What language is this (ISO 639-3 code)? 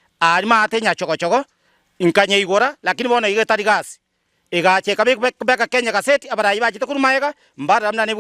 guz